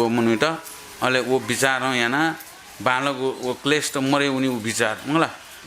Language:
Newari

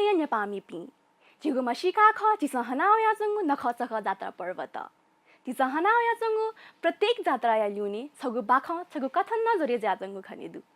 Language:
Newari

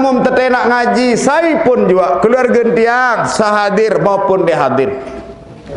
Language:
Sasak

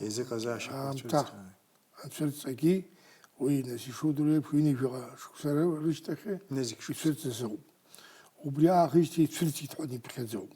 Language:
Abkhazian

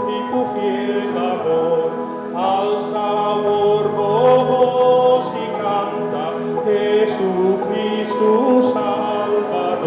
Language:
Papiamento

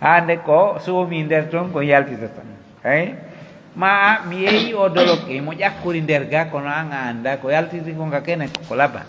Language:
Pular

